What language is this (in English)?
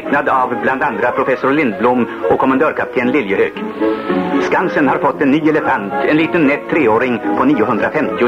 Swedish